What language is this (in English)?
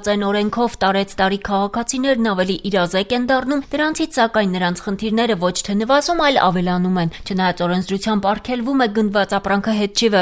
Armenian